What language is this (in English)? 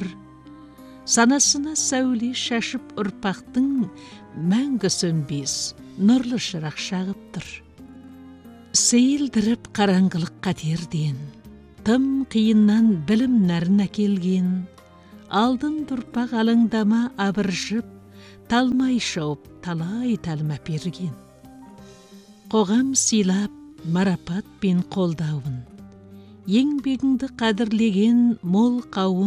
Kazakh